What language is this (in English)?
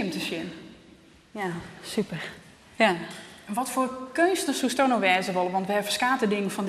Western Frisian